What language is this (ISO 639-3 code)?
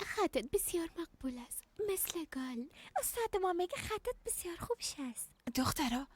fas